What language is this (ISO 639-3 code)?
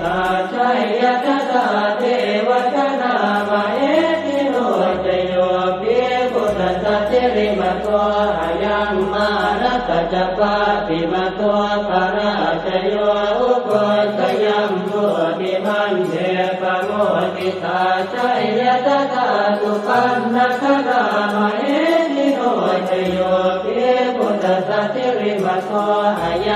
pli